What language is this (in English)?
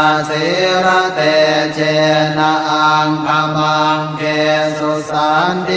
Pali